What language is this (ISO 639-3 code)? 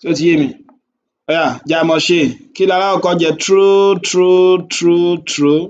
yor